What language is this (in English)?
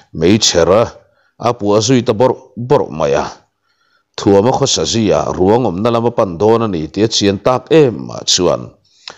Mizo